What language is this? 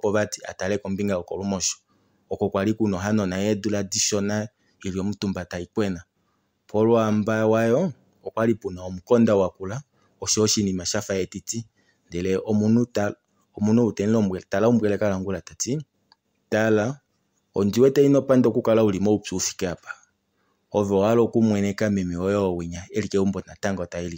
Kuanyama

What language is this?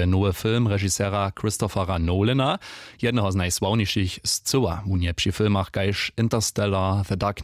Upper Sorbian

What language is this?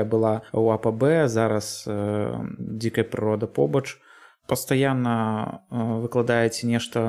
Belarusian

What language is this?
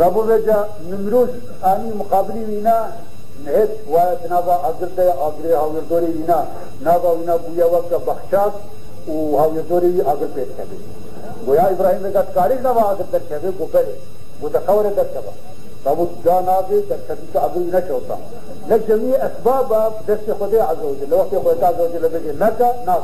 Kurdish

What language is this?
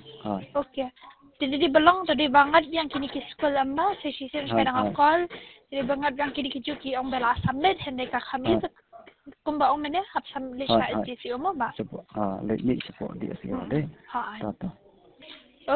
Khasi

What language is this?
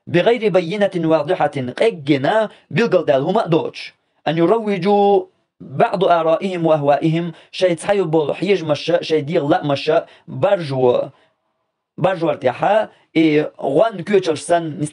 Chechen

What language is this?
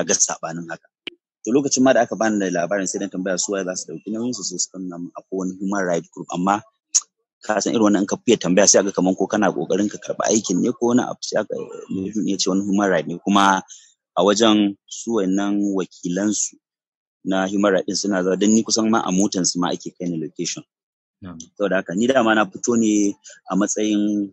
Hausa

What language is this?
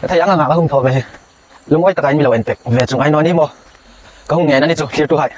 Hmar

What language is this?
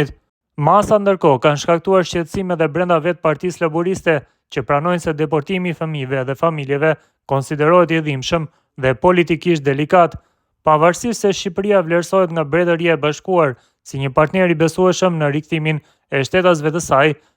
Albanian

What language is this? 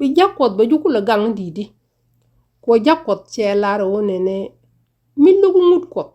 Nuer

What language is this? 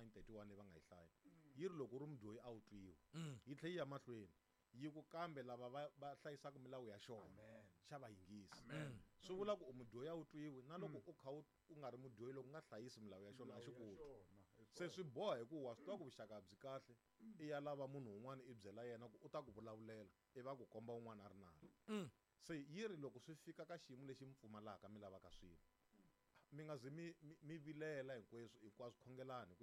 Tsonga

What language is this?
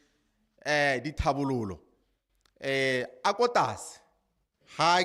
Tswana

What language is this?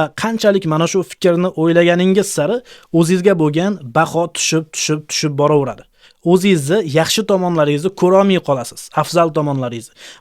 Uzbek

